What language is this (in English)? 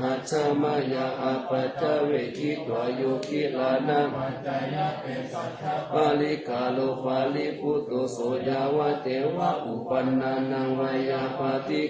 Pali